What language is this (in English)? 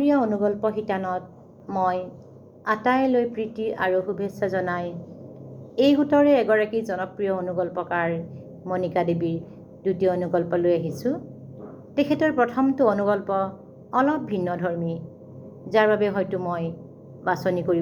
Assamese